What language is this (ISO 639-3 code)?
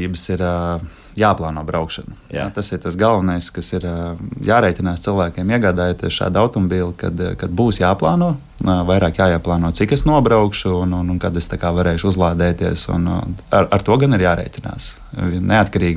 lav